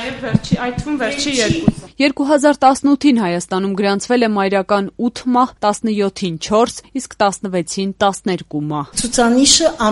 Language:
Armenian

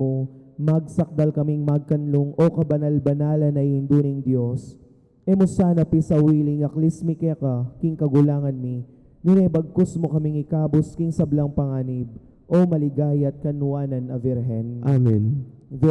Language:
Pampanga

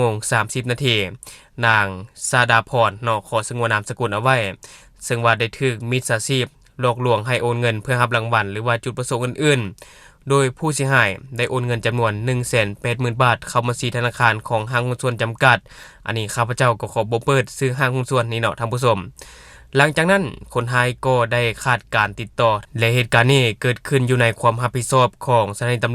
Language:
Lao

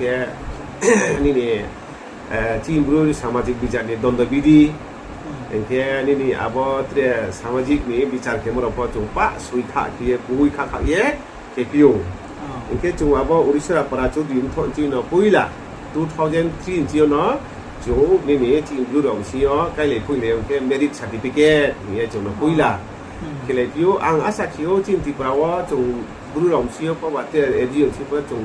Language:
Riang (India)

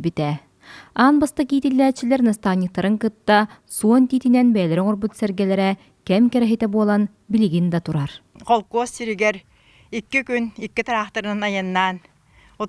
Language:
Yakut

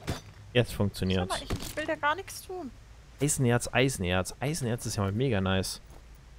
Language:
German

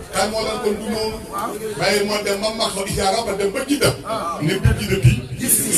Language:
Wolof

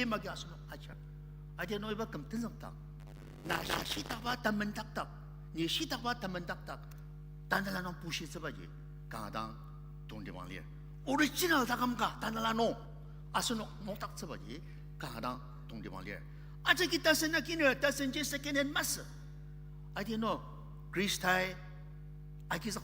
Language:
Ao Naga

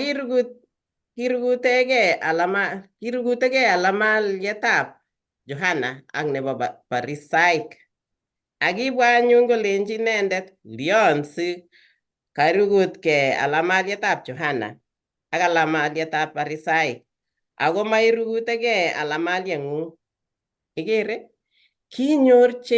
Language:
Kalenjin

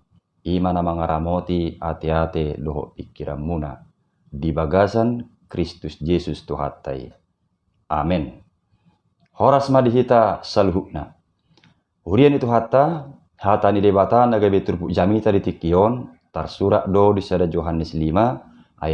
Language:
Batak Toba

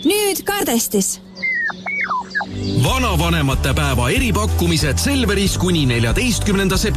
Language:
Estonian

